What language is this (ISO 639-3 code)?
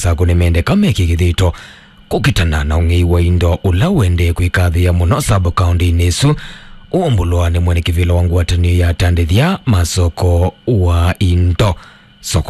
kam